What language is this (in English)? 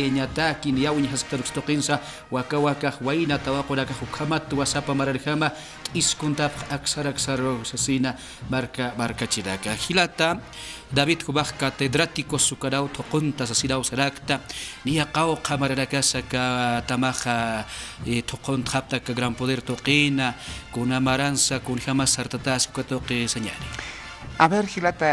Aymara